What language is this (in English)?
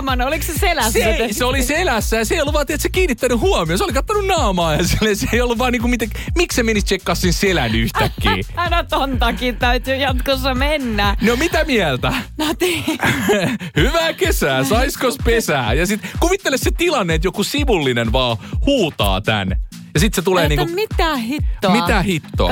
Finnish